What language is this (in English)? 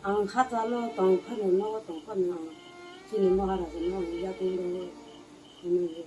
Kok Borok